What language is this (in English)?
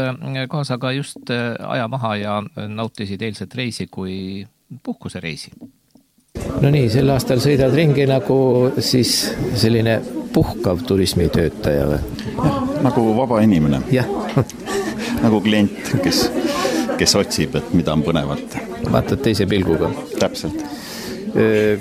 Estonian